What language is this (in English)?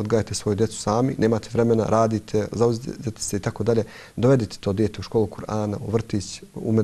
Bosnian